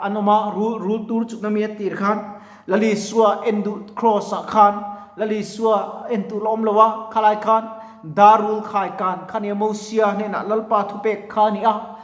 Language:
Mizo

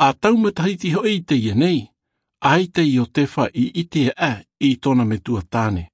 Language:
Tahitian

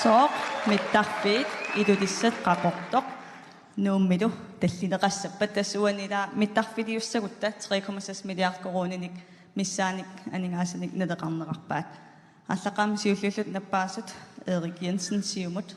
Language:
Kalaallisut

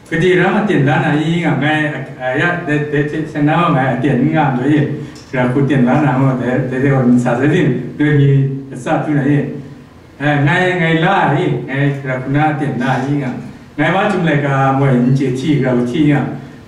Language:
Kachin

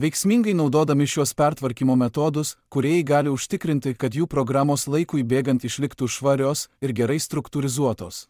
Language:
Lithuanian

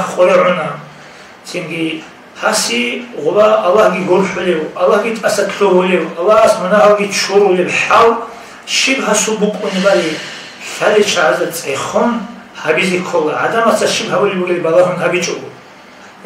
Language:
Avaric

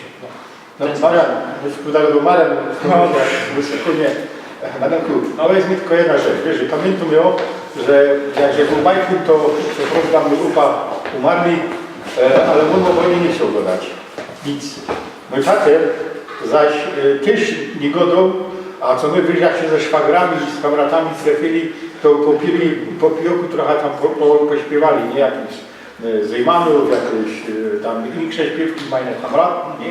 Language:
Silesian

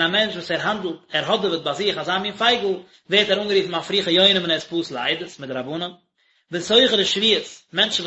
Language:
Yiddish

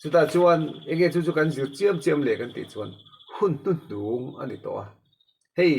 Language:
Mizo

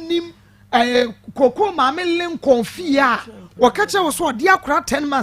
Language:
Akan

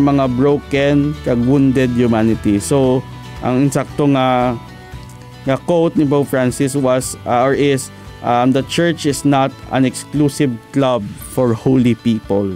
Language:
Hiligaynon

